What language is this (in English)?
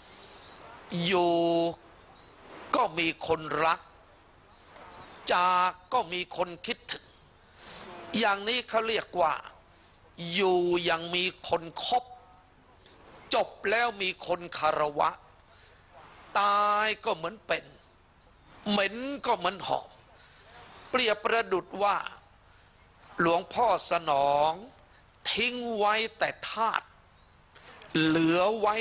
Thai